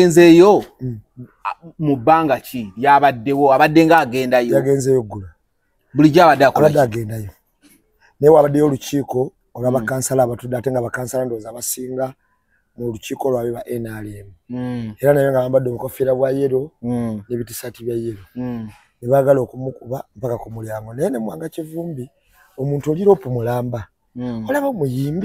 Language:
Ganda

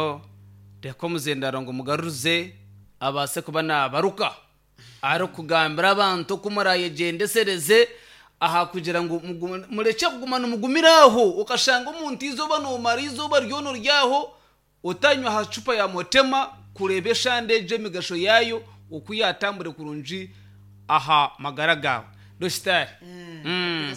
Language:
Nyankole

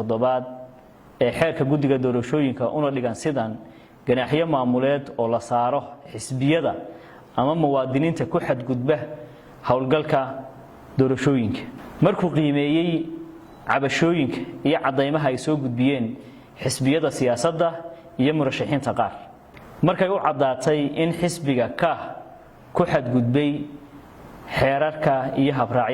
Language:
Somali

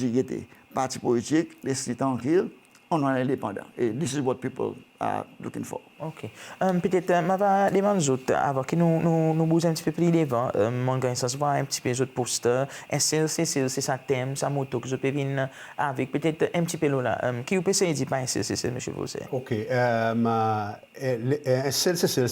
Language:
Seselwa Creole French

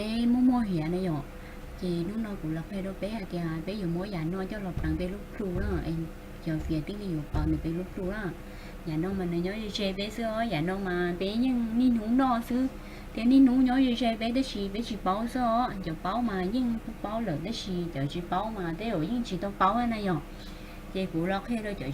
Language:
Hmong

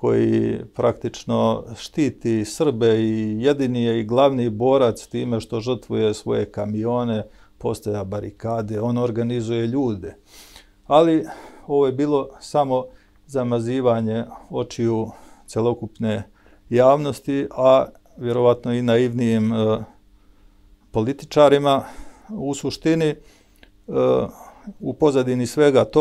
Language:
Serbian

